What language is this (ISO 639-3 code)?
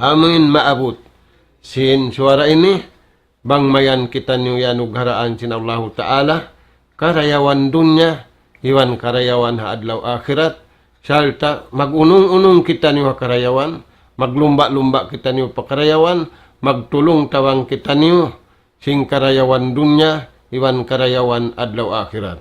tsg